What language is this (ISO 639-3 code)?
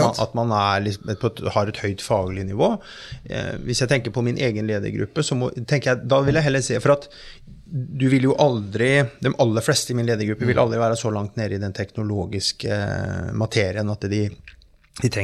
nor